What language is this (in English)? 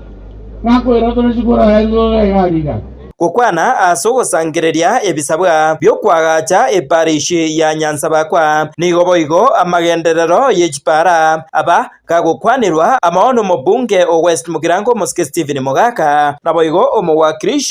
Gusii